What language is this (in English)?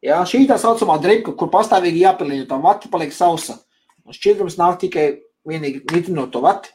Latvian